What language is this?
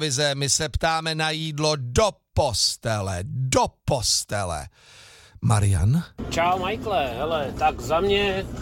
Czech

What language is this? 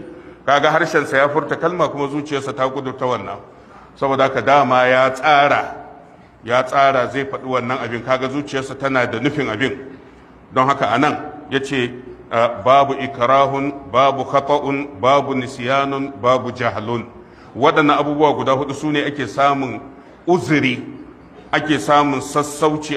Hausa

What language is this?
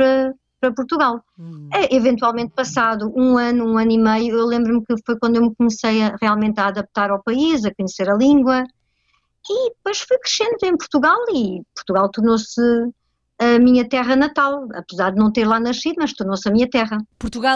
Portuguese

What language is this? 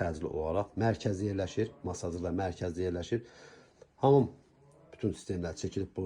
Azerbaijani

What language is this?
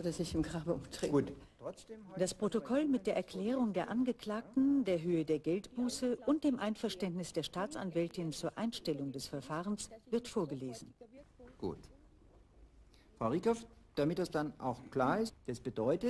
German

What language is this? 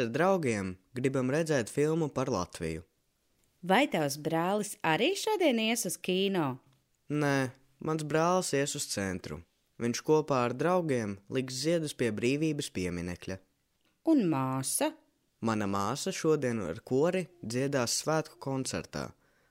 Latvian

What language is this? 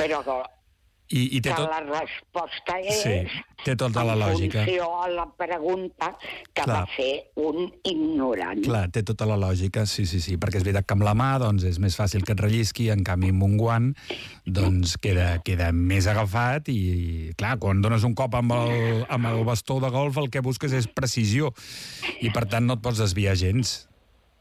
Catalan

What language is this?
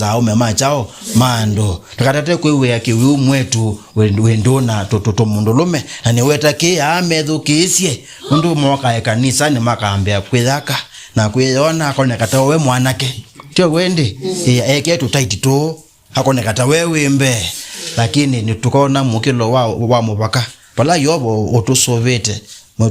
Kamba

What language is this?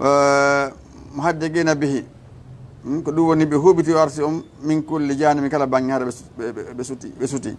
Fula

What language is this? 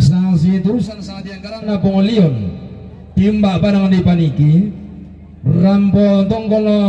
Toraja-Sa'dan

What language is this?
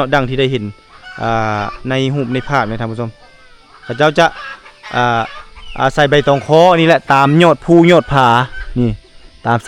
Lao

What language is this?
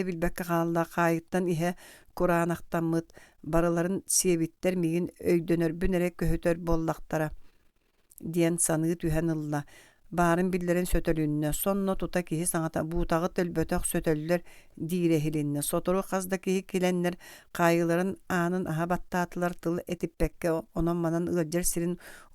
Yakut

